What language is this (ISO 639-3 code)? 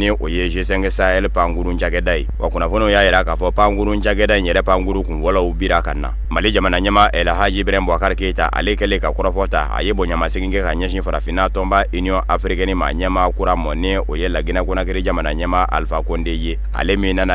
bam